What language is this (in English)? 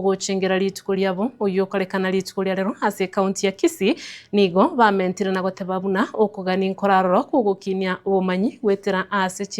Gusii